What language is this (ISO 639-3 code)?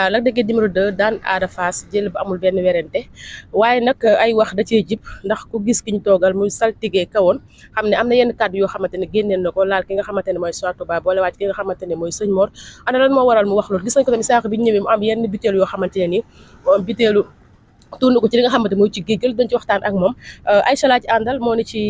wol